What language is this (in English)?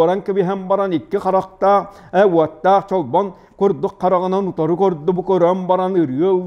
Yakut